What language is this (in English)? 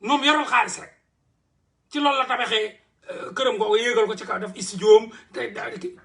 Wolof